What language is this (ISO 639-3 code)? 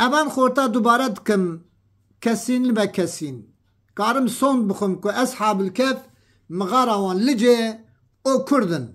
kur